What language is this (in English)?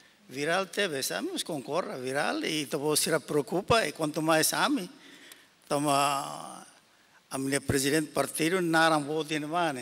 Tetum